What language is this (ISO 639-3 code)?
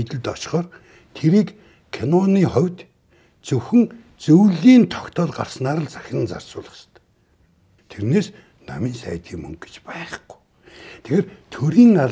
mon